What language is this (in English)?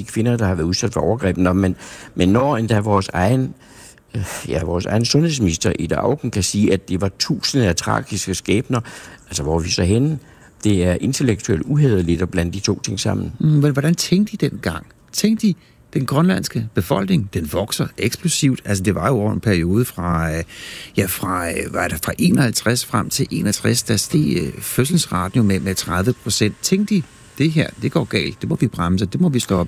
Danish